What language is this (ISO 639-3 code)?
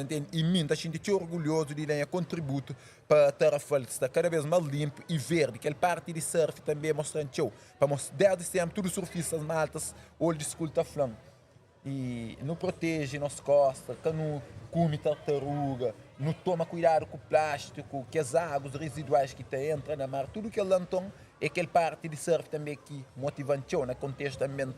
kea